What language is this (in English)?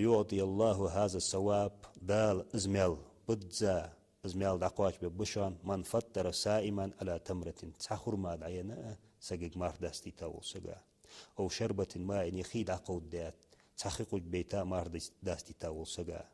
Ingush